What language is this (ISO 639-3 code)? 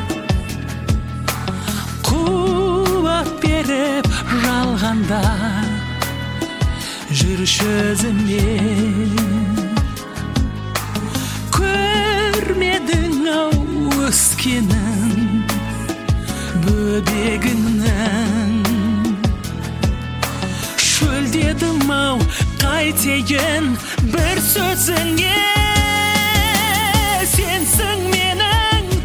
kaz